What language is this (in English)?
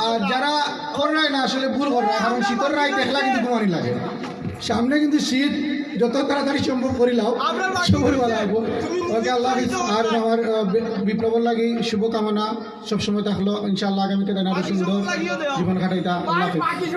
Sylheti